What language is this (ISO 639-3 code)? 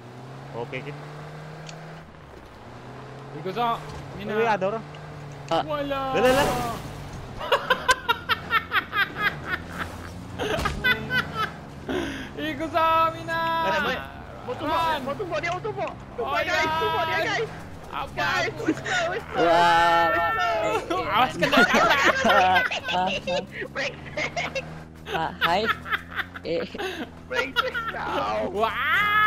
msa